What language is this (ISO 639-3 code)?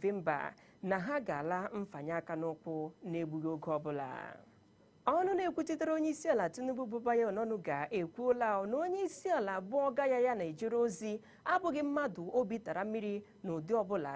ibo